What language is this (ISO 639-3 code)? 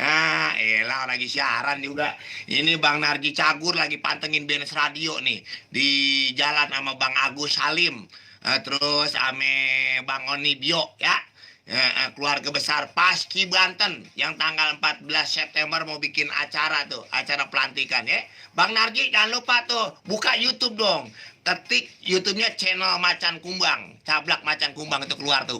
bew